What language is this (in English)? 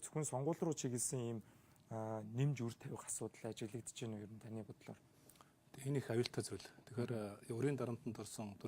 Mongolian